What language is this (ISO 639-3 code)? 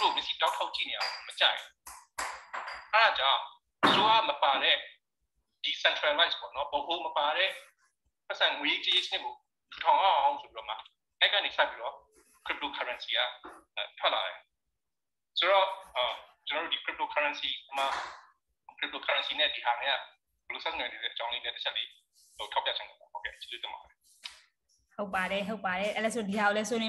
mya